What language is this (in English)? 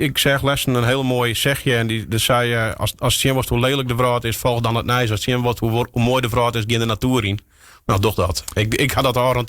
Western Frisian